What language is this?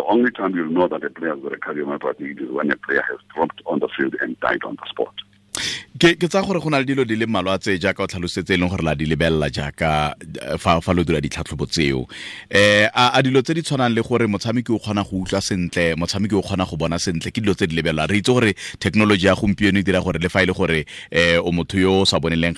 Tswana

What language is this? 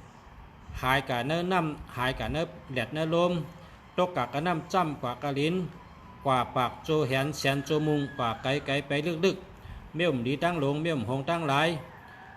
Shan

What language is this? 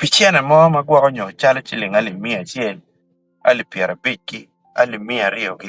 Acoli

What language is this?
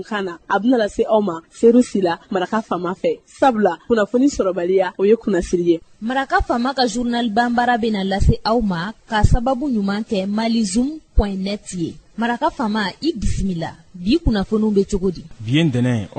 Bambara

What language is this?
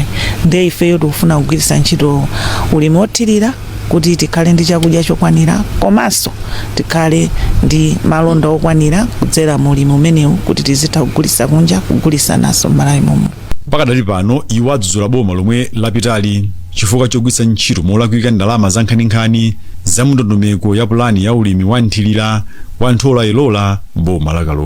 Nyanja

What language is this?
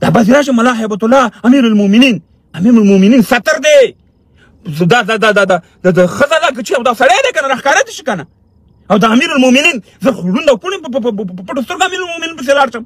Pashto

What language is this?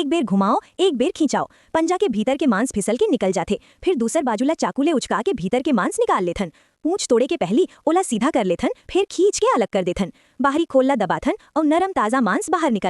Chhattisgarhi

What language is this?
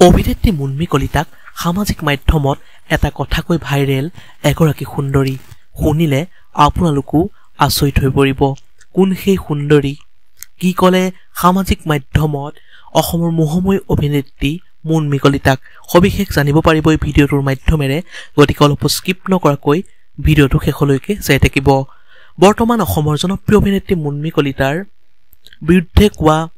Assamese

